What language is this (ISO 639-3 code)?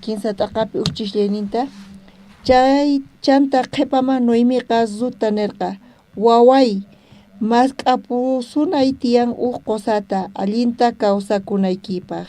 quh